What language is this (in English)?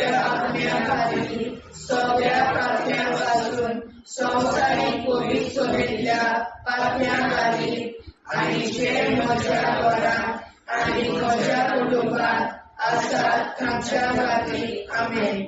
Konkani